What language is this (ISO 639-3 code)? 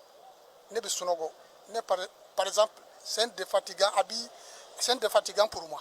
bam